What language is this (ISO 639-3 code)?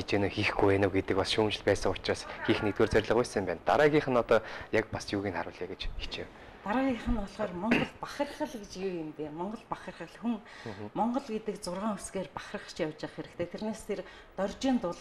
mon